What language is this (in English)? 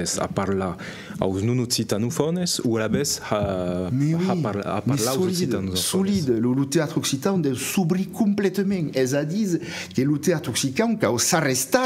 Occitan